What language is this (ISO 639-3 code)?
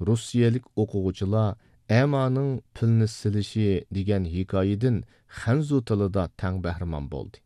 uig